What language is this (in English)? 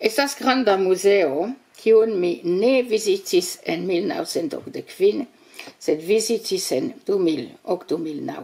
Esperanto